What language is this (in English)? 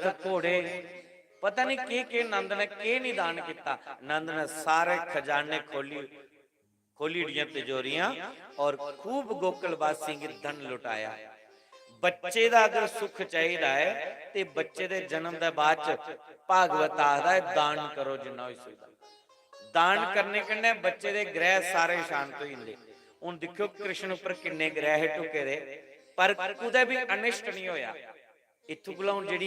Dogri